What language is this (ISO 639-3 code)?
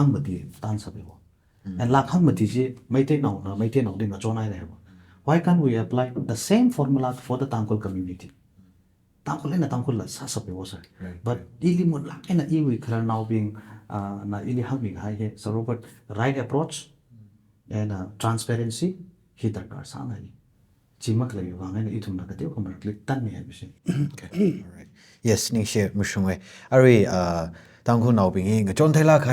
nmf